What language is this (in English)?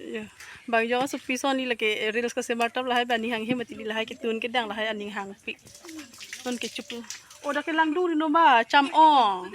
Karbi